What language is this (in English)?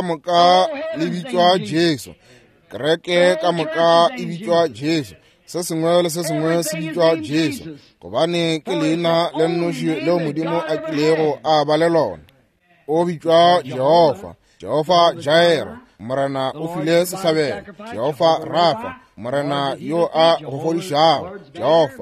Northern Sotho